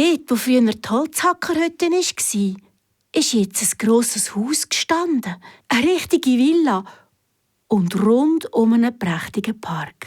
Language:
Swiss German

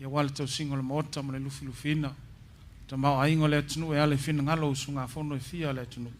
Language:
Samoan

